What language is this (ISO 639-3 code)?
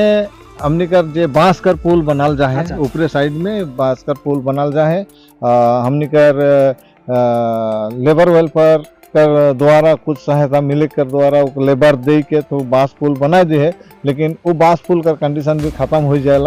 sck